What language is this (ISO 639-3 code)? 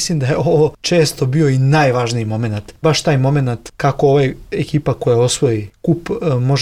srp